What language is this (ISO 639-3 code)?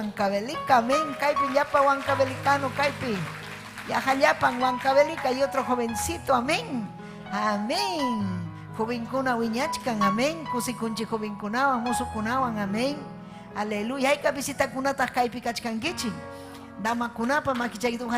quy